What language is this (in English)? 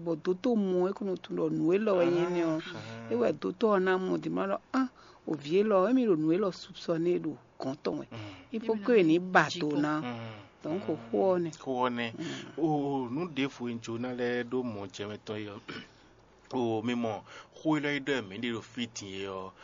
Fon